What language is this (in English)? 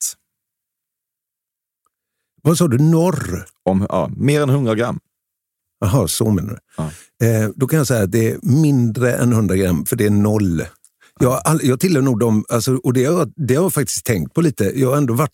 Swedish